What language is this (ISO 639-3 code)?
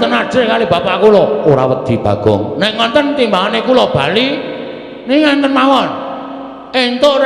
jav